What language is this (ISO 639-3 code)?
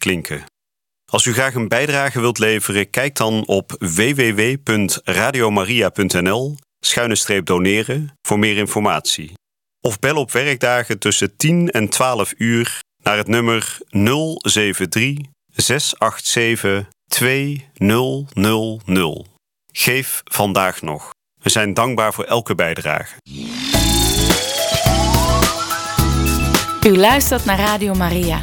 nld